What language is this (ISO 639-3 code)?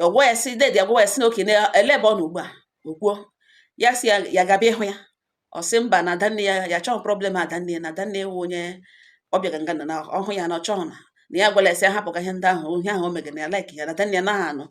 ibo